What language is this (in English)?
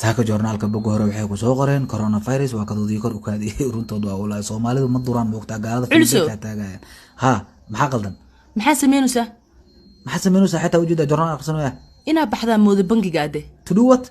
Somali